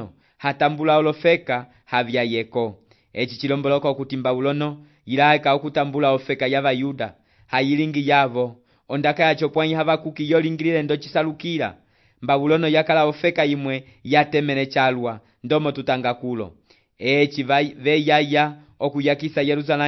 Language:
Umbundu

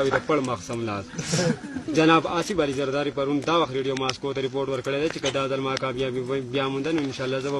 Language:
Pashto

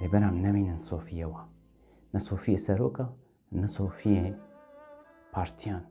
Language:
Kurdish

